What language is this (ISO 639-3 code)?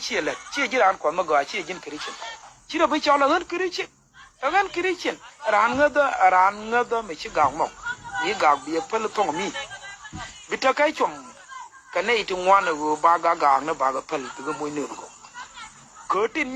nus